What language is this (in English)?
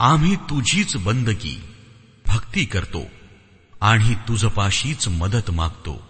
Marathi